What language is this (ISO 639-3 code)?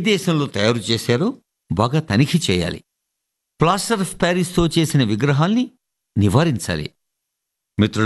tel